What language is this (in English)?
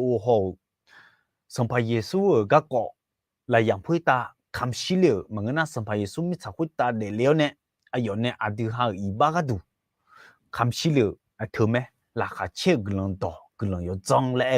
Akha